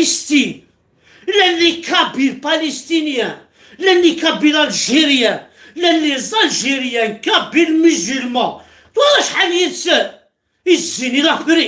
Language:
Kabyle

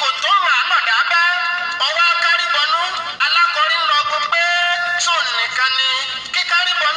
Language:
Yoruba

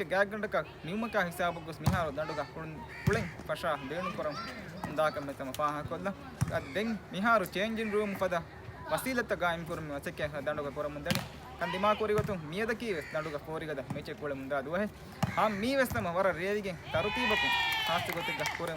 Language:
Divehi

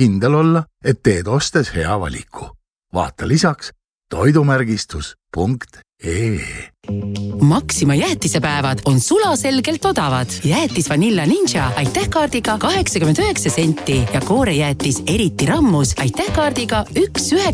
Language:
Estonian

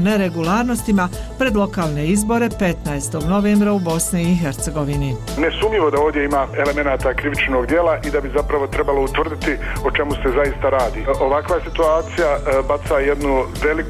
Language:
Bosnian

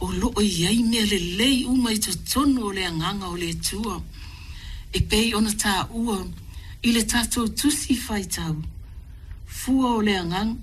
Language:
Samoan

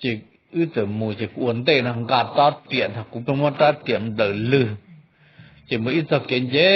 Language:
Hmong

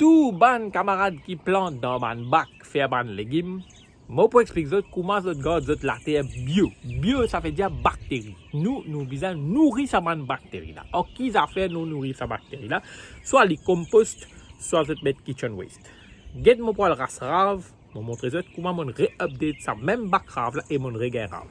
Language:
Morisyen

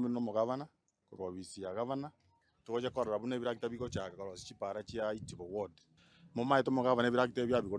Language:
Gusii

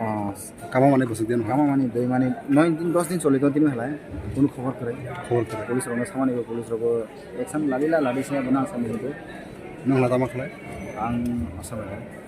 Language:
Kok Borok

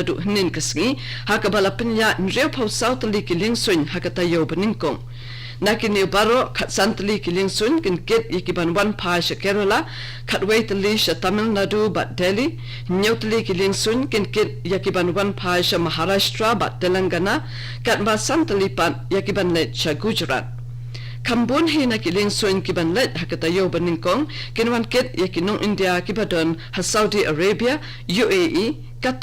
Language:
Khasi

